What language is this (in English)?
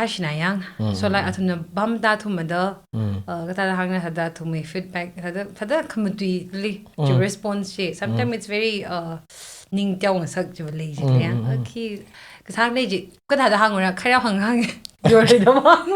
Tangkhul Naga (India)